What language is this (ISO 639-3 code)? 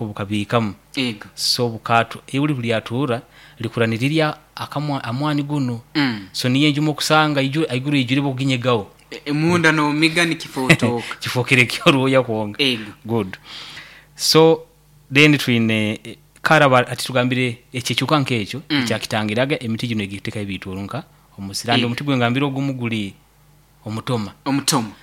nyo